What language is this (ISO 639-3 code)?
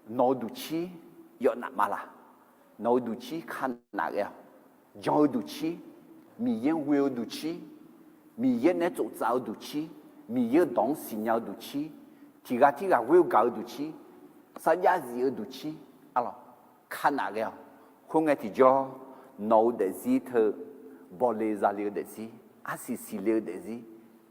ahk